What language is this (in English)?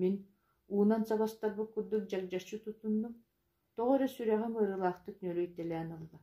Yakut